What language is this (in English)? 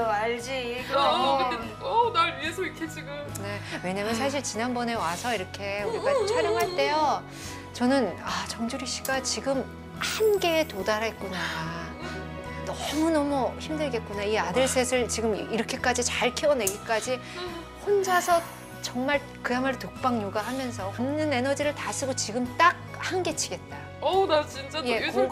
Korean